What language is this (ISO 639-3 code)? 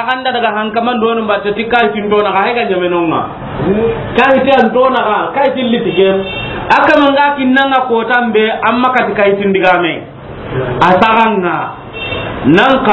snk